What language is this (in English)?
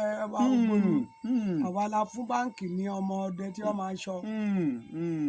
Yoruba